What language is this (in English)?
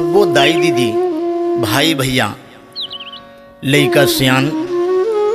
Chhattisgarhi